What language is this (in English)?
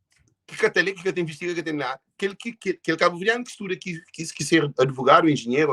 Kabuverdianu